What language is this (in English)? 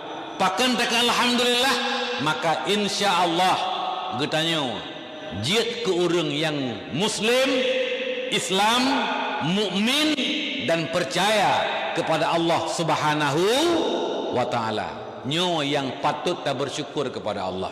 Achinese